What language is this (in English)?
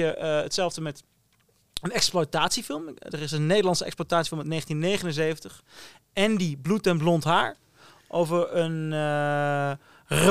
Dutch